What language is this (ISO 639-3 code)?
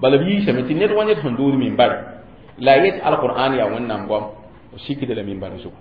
mos